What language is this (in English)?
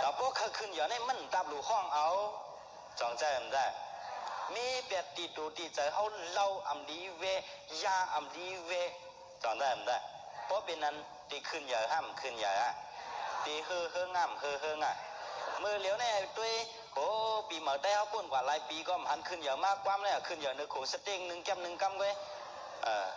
Shan